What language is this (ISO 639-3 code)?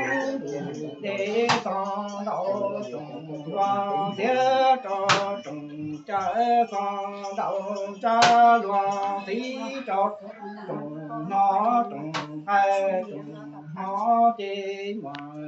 hmn